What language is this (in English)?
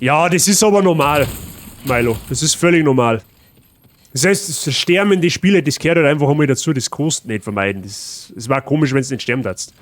Bavarian